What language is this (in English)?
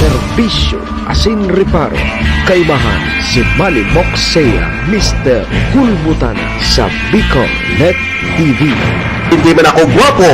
Bikol